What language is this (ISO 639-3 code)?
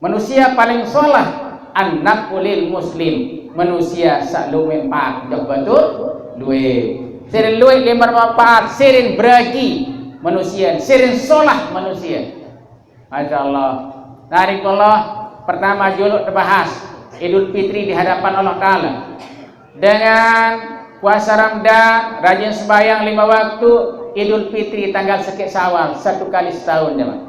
sas